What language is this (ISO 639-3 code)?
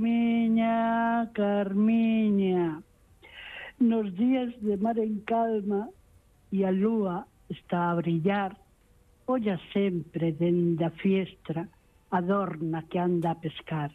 glg